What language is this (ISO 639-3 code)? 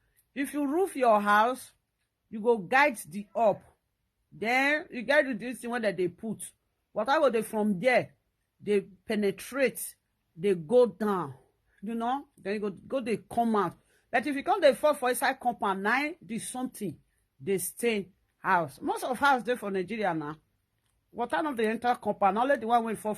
pcm